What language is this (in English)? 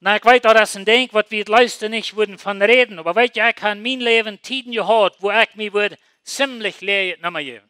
Plautdietsch